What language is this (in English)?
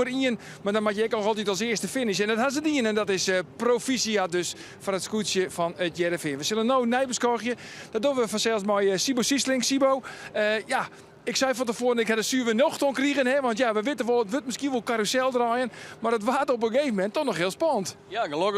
Western Frisian